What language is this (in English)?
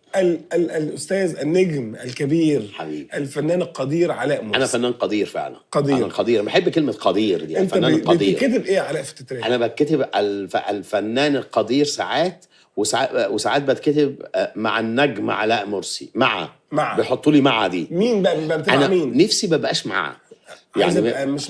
Egyptian Arabic